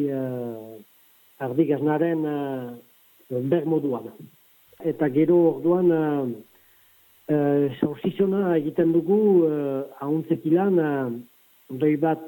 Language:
Basque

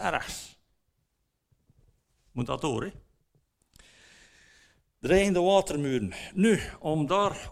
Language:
Dutch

